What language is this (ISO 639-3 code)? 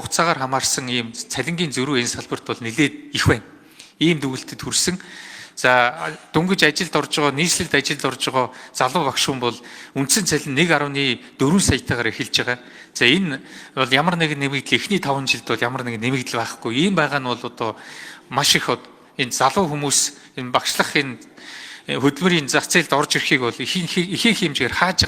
mon